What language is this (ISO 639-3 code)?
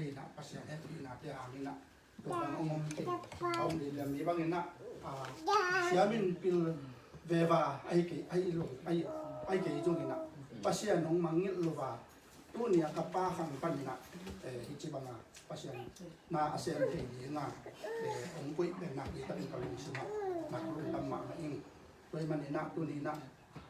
ctd